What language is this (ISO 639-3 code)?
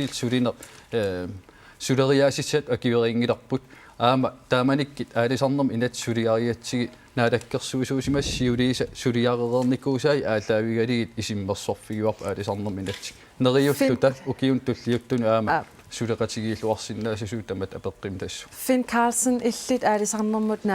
kal